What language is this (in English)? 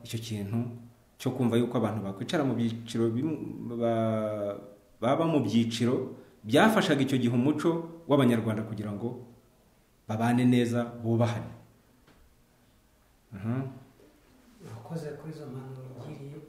Kinyarwanda